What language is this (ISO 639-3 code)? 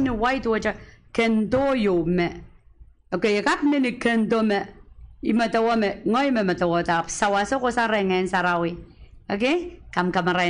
pon